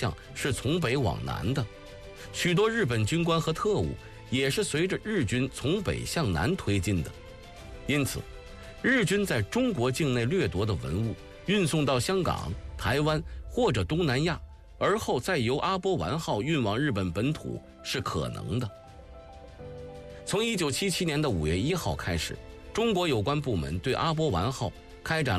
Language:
Chinese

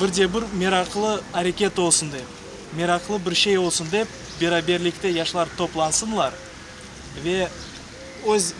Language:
Crimean Tatar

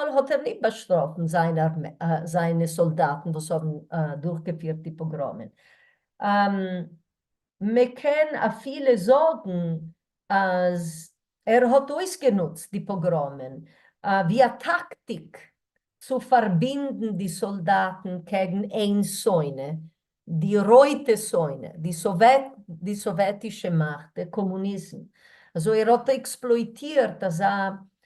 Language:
Yiddish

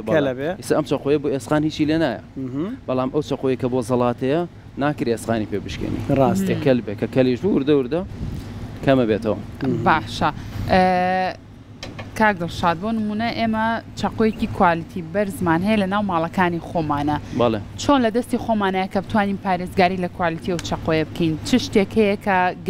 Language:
Central Kurdish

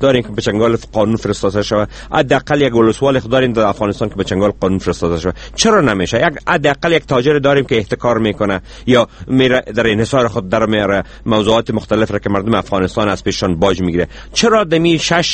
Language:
Persian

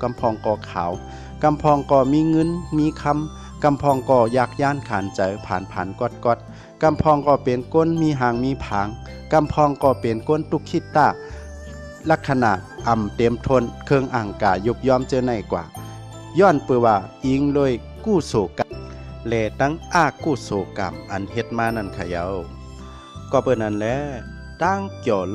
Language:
Shan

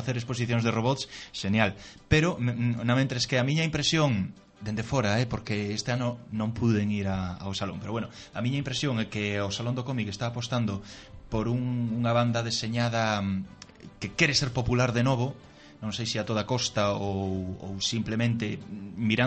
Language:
Galician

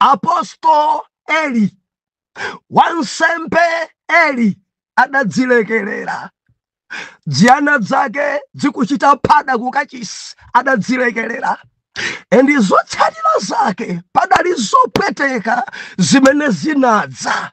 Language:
Nyanja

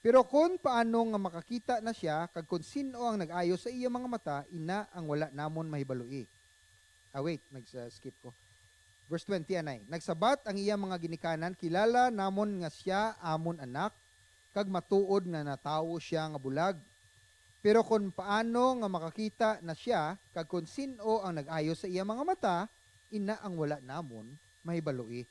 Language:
Hiligaynon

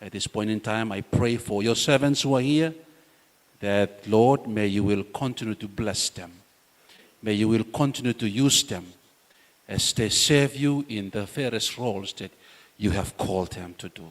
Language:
Gilbertese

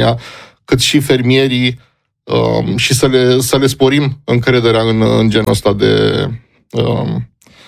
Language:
Romanian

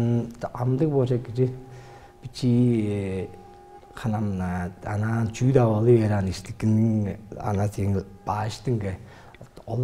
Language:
Tuvinian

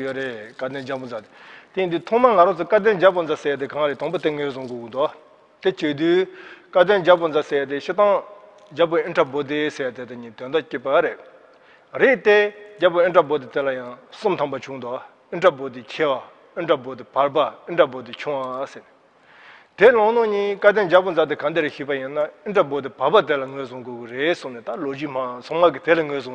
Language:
Tibetan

